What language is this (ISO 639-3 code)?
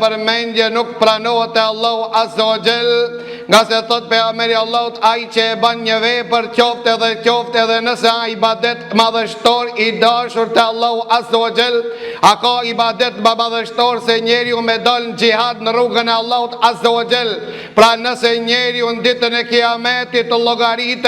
sqi